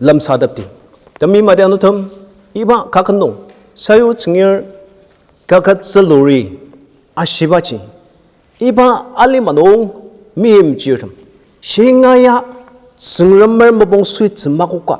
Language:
Ao Naga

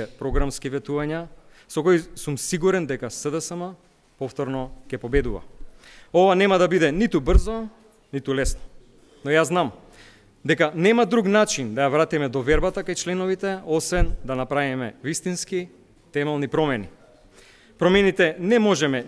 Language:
Macedonian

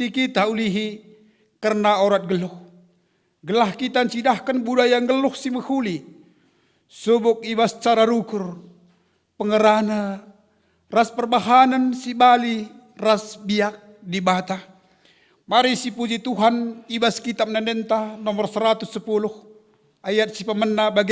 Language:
Batak Karo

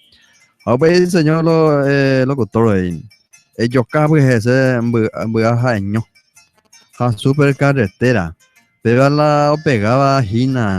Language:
Guarani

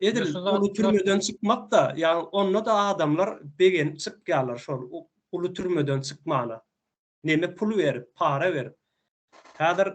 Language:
Turkmen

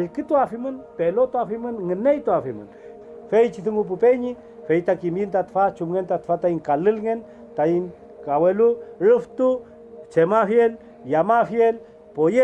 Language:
Mapuche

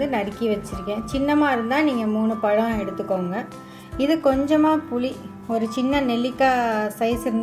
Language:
Tamil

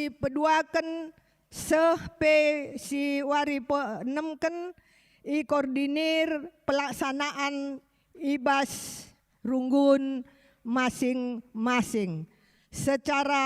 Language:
Batak Karo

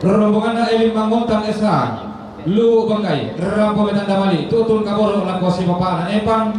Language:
Toraja-Sa'dan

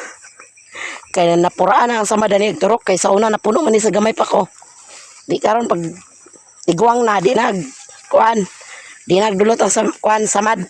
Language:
Cebuano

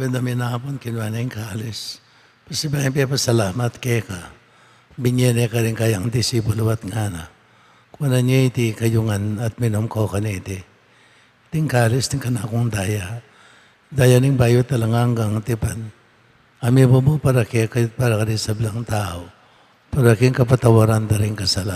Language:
Pampanga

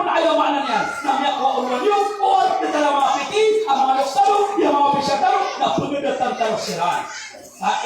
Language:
Maranao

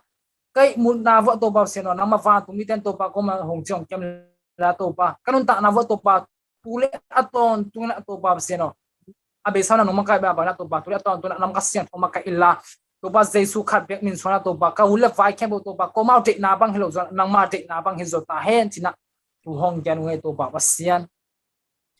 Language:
Tedim Chin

